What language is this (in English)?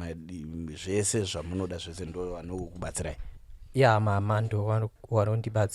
Shona